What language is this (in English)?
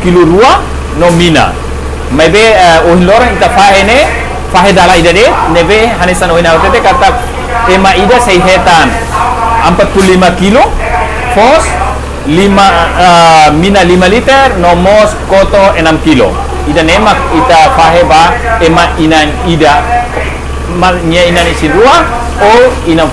Tetum